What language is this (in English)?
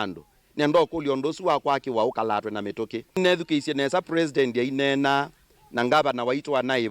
Kamba